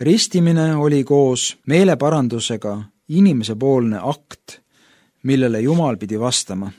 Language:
Estonian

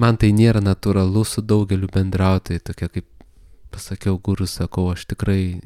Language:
Lithuanian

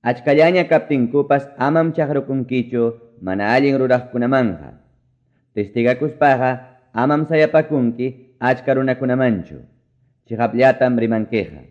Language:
Quechua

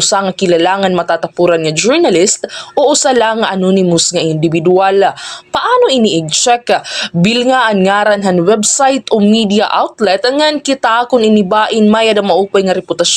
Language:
Waray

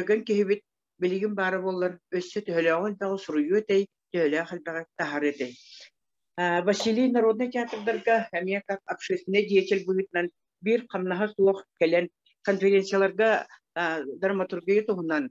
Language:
Yakut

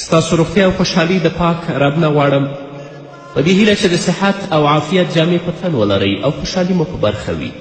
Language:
Pashto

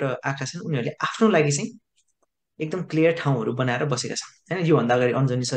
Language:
Nepali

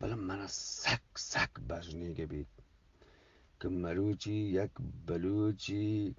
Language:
Eastern Balochi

